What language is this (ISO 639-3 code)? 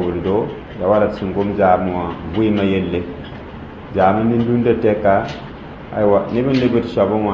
mos